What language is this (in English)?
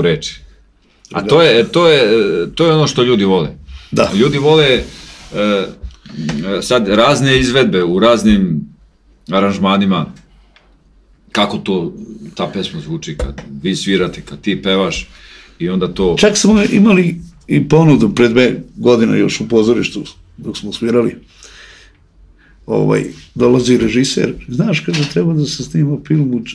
Serbian